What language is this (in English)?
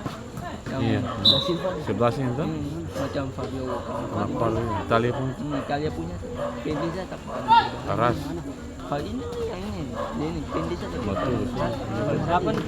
Ambonese Malay